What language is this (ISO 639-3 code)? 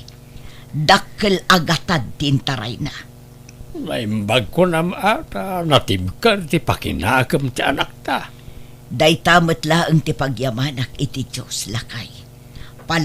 ilo